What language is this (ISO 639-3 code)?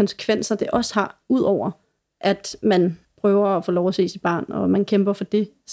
dan